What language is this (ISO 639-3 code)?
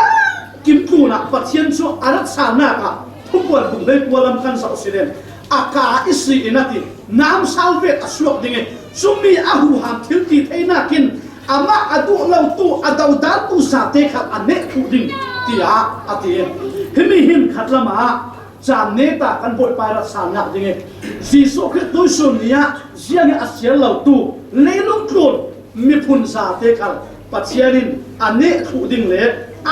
cfm